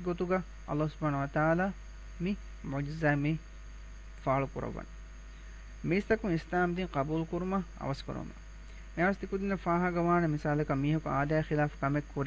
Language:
Divehi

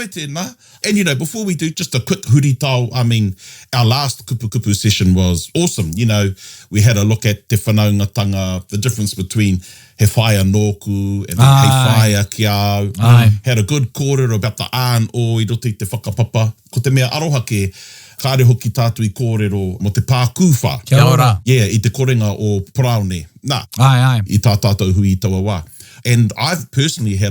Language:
Māori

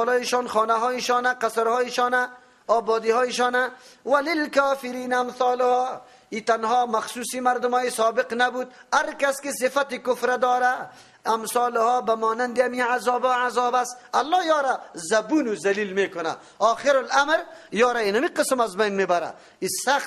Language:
Persian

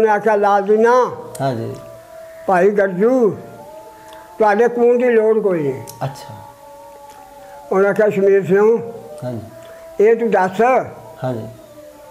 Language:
Punjabi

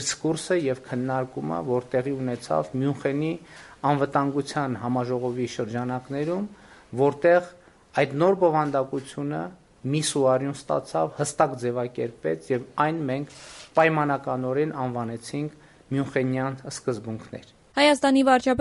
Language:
Armenian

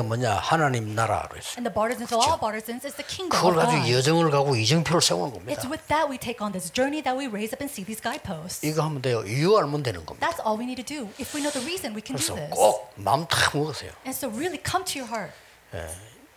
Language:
Korean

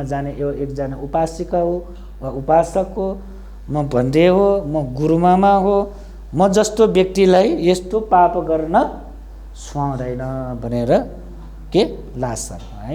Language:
Nepali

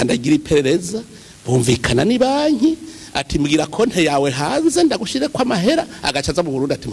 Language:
Rundi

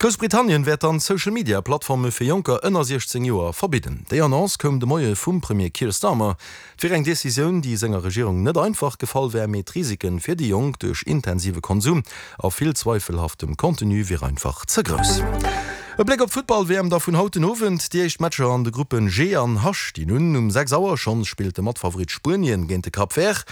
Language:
Luxembourgish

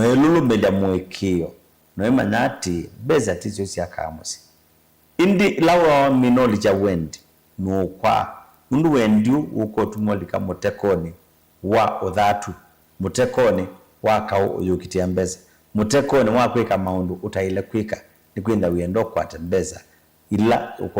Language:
Kamba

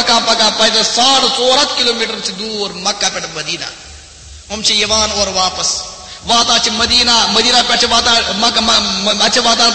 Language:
Kashmiri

